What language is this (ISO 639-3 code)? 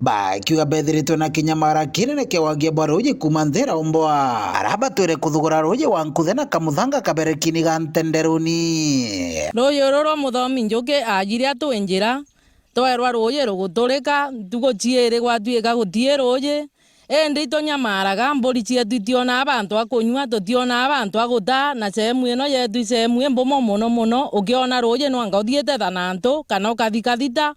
mer